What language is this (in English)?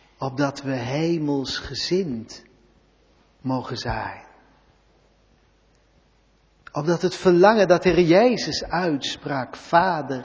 Dutch